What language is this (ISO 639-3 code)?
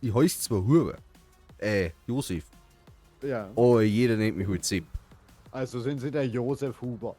bar